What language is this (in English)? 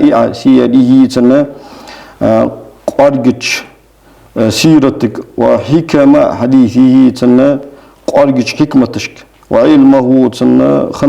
Ingush